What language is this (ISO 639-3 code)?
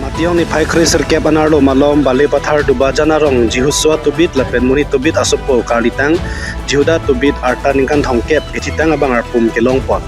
mjw